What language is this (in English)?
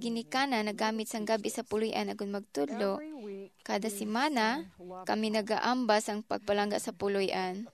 Hiligaynon